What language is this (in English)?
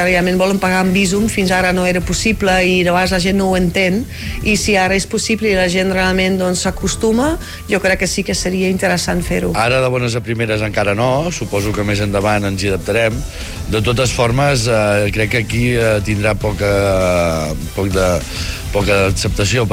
Catalan